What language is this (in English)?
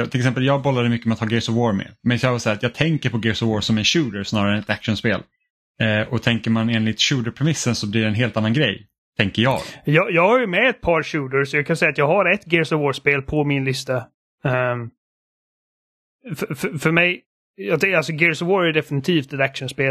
Swedish